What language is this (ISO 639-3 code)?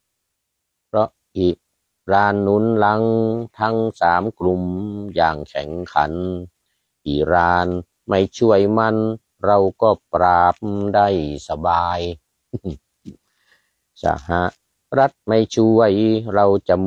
tha